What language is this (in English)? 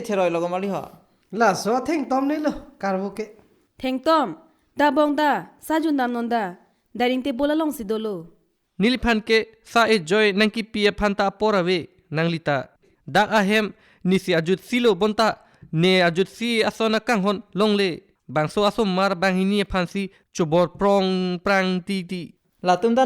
Karbi